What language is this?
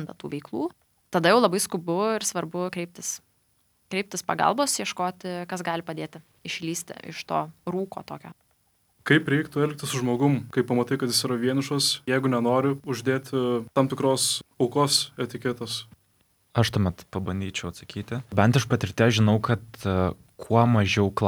Lithuanian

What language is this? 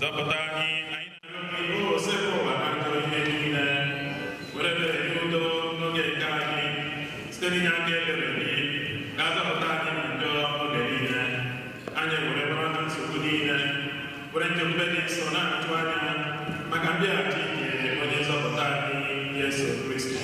Igbo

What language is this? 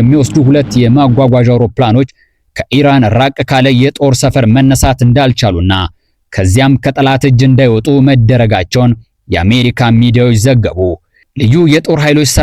Amharic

